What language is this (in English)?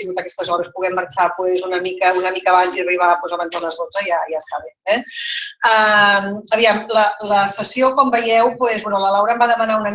Catalan